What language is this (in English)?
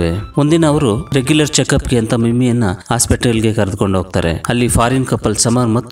Kannada